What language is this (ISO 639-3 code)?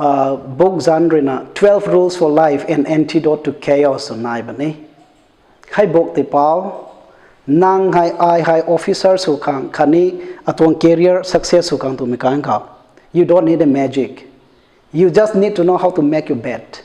nbu